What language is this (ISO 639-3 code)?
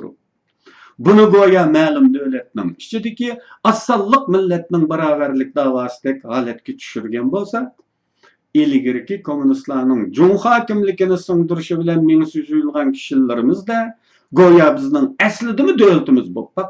uig